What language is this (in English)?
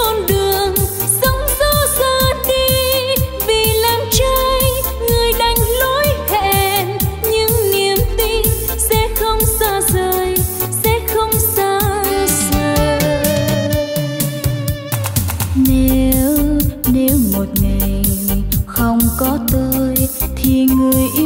Vietnamese